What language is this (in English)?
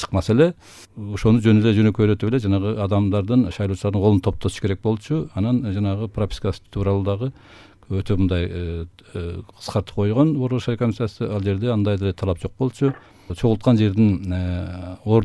Kyrgyz